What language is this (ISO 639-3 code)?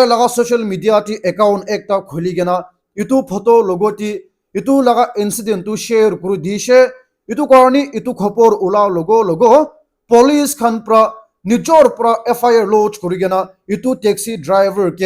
nag